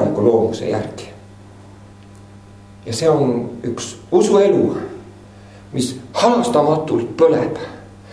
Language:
Estonian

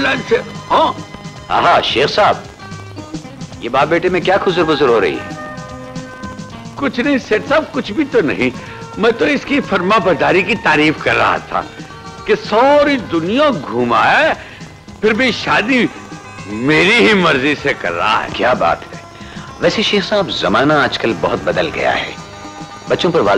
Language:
Hindi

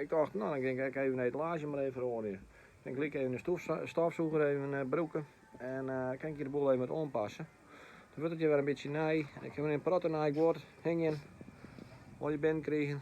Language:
Western Frisian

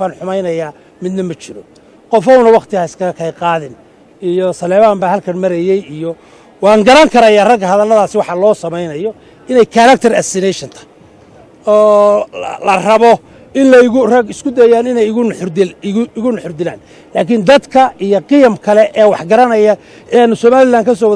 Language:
Somali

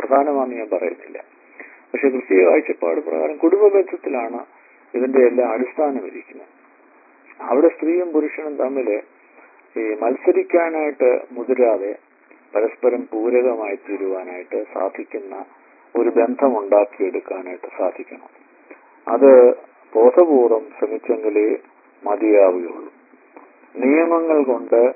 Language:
Malayalam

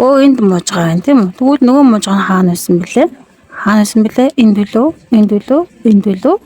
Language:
Mongolian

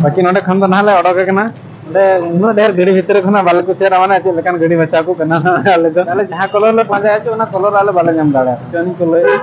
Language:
Santali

